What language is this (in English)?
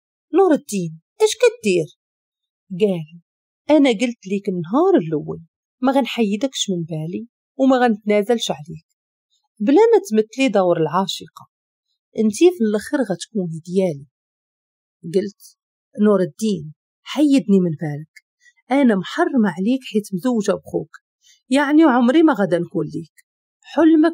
Moroccan Arabic